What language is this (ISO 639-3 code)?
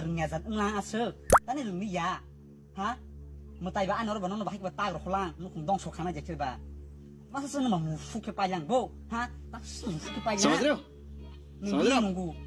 trp